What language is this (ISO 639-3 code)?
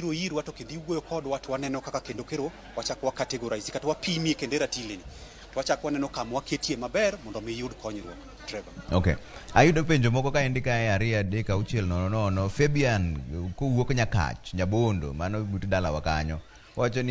luo